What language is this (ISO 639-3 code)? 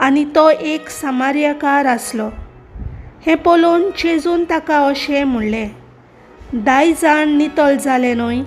kok